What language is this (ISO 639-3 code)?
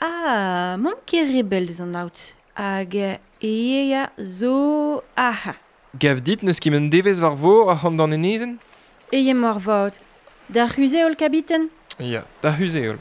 bre